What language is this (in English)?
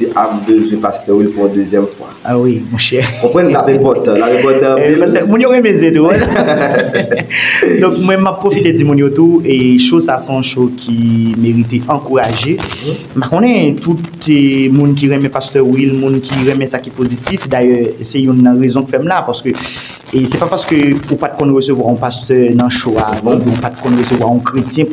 Haitian Creole